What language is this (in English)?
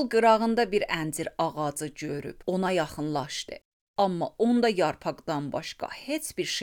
Azerbaijani